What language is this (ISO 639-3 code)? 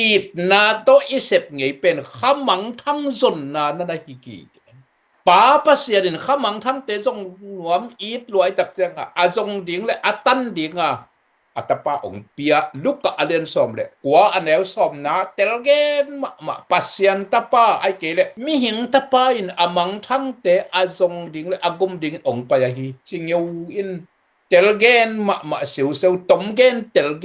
ctd